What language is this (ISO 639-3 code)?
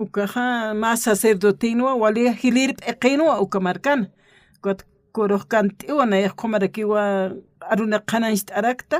aym